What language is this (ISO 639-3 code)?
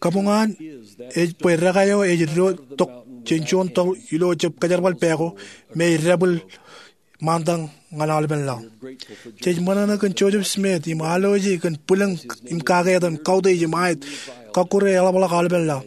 mah